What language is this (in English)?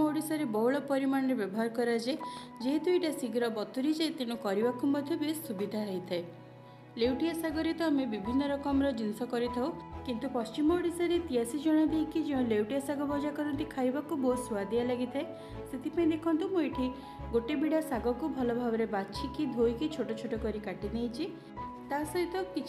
Odia